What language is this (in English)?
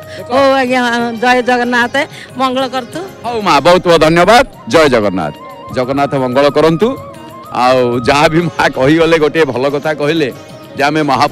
Odia